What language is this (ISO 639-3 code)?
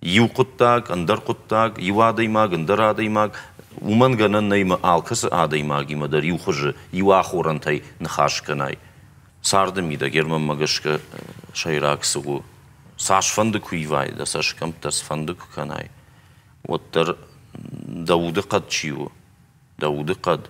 oss